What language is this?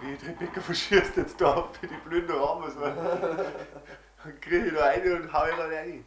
Bavarian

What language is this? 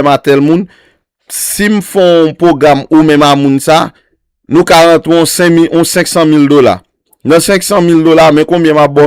Haitian Creole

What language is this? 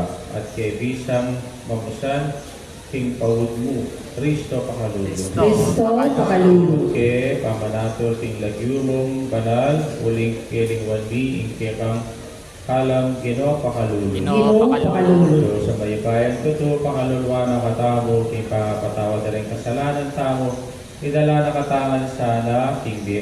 Pampanga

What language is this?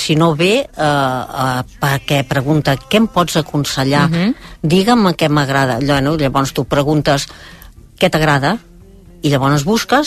Catalan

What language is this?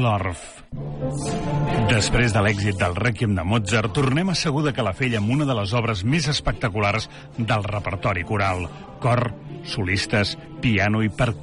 Catalan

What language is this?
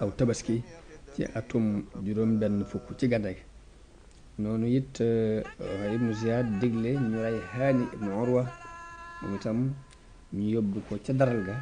Wolof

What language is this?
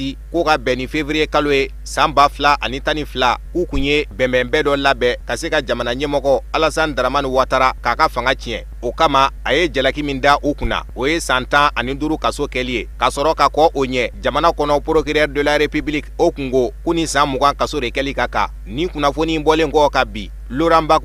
Bambara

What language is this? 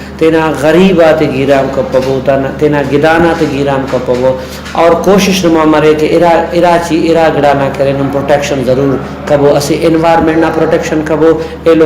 Brahui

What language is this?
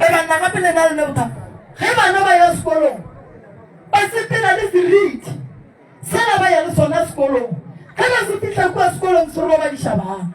Northern Sotho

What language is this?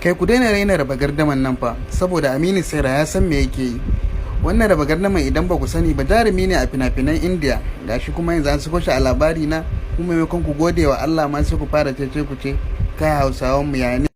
Hausa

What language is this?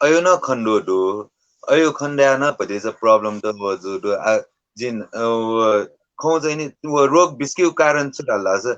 Newari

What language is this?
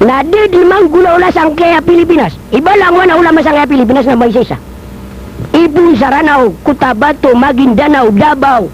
Maranao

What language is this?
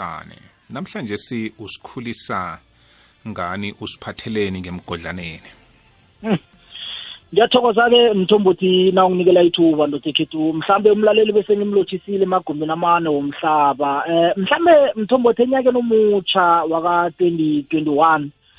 South Ndebele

